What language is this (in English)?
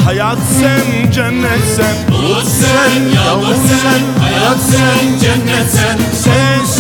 Turkish